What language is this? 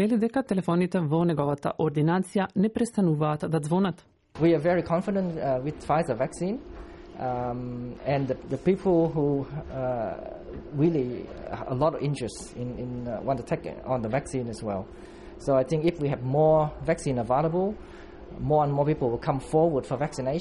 Macedonian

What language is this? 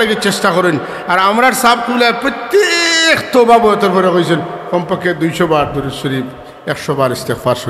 Sylheti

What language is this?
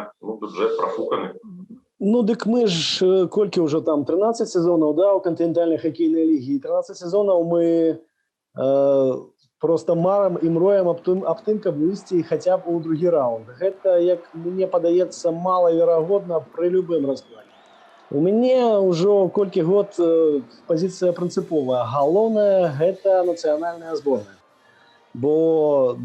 Belarusian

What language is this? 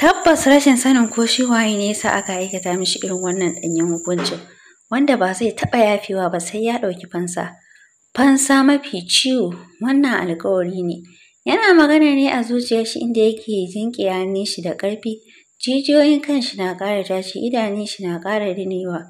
Hausa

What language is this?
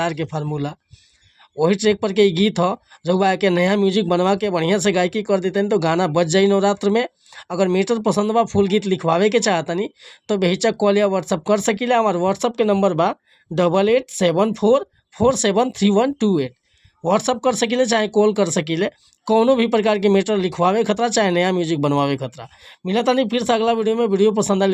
Bhojpuri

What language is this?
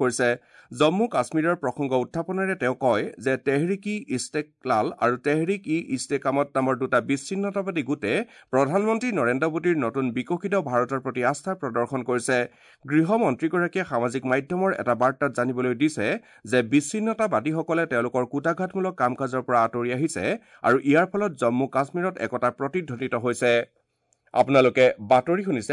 Assamese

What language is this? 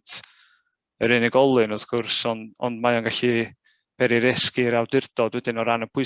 Welsh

